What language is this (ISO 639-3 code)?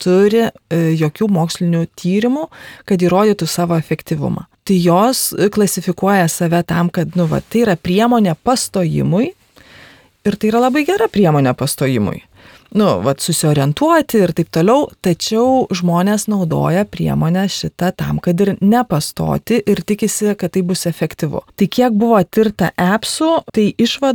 lit